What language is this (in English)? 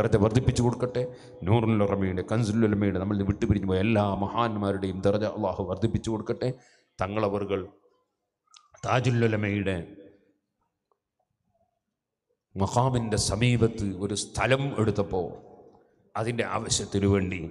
Malayalam